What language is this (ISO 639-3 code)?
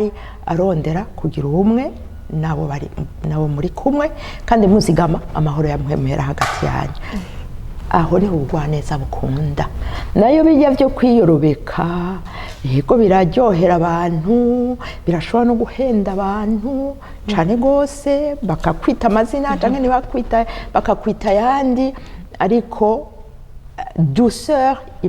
run